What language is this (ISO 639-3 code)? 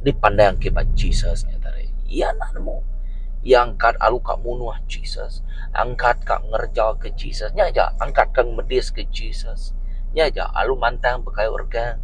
iba